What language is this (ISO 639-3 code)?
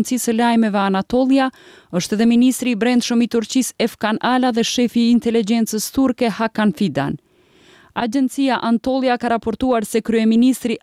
sqi